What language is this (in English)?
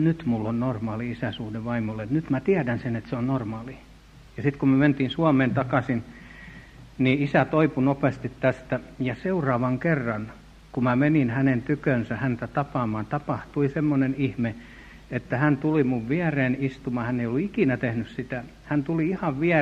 Finnish